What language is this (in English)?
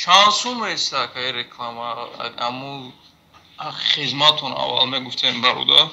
Tajik